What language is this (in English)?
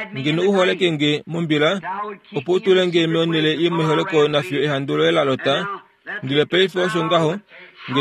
Kuanyama